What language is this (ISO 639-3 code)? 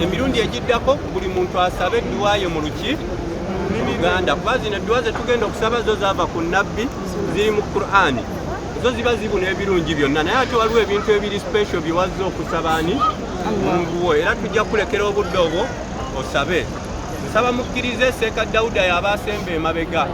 lug